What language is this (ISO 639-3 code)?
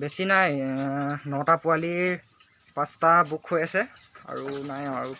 asm